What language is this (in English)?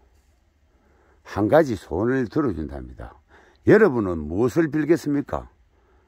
Korean